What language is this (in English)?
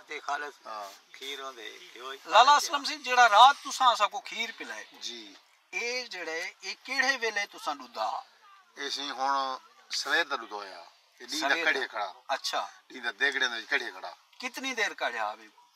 Saraiki